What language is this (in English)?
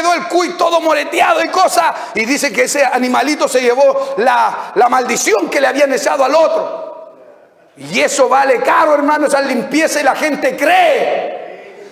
Spanish